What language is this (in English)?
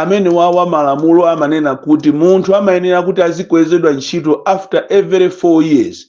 Nyanja